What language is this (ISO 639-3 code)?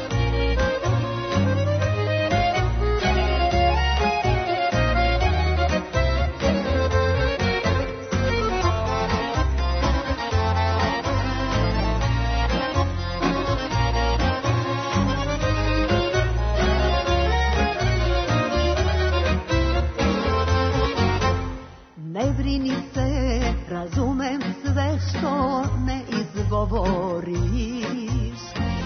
srp